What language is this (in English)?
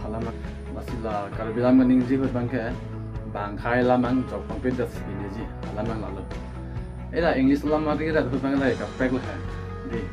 Karbi